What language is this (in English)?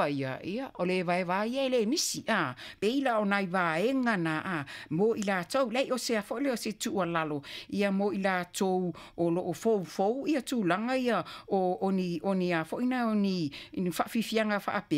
Samoan